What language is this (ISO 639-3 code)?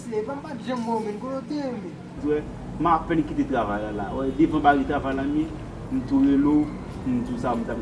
hat